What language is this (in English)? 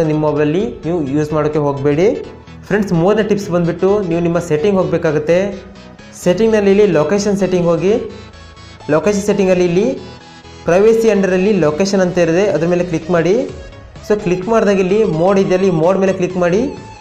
Kannada